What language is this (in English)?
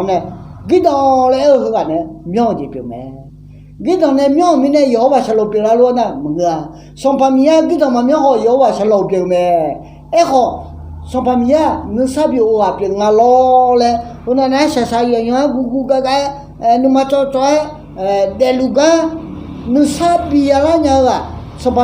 Akha